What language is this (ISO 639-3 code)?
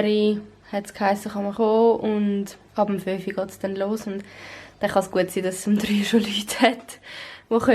gsw